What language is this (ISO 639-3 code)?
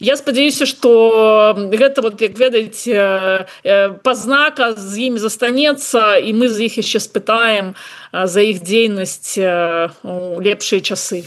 bel